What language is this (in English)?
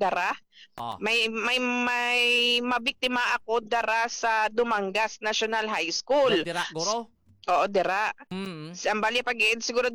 Hiligaynon